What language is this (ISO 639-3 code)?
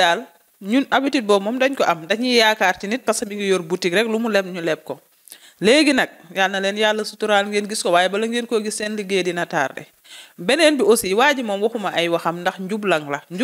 wol